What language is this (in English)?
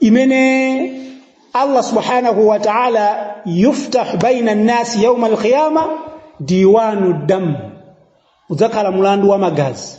Nyanja